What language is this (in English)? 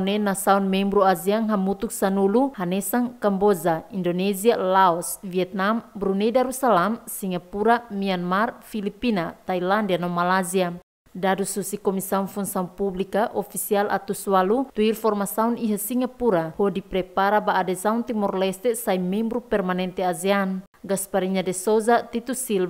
Tetum